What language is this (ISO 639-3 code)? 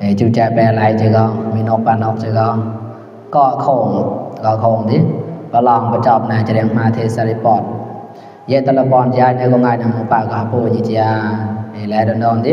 mnw